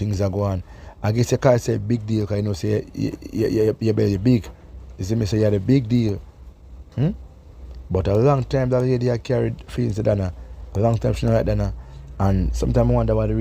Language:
Jamaican Creole English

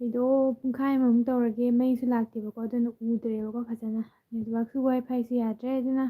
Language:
Manipuri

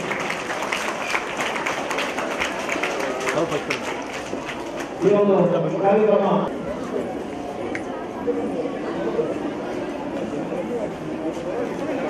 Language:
Kannada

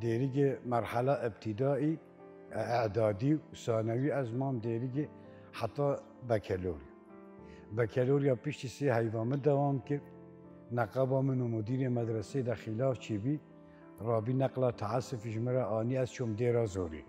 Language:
Kurdish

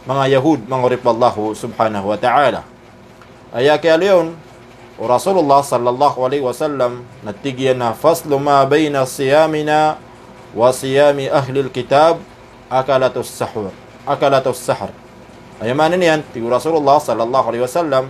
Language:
Maranao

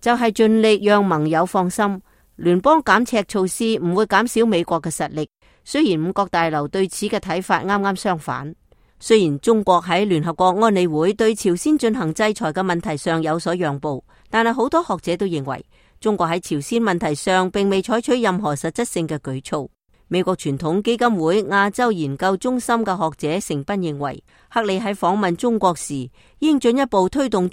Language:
Cantonese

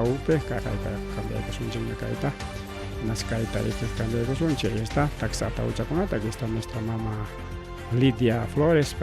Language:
Ayacucho Quechua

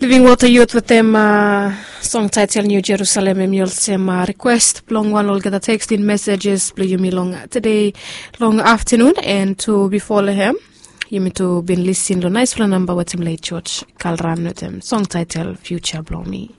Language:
Bislama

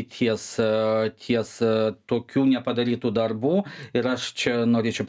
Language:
Lithuanian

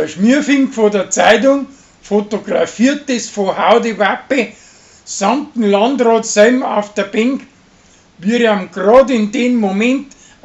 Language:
Bavarian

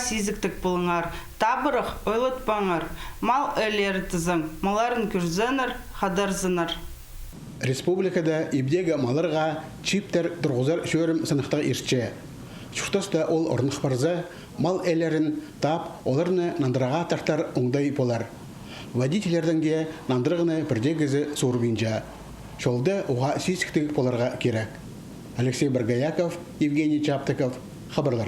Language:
Khakas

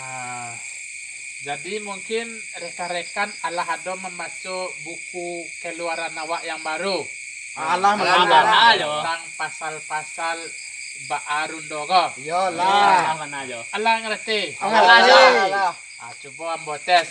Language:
Minangkabau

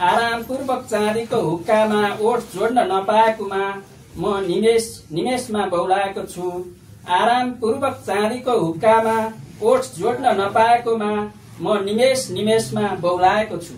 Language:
Nepali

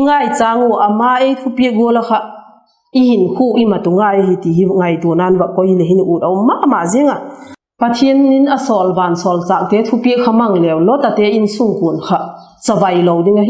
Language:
Vaiphei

